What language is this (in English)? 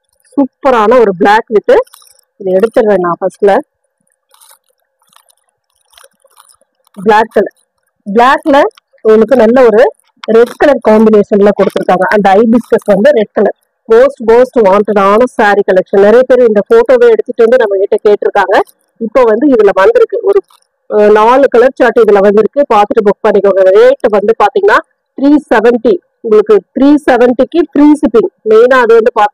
Tamil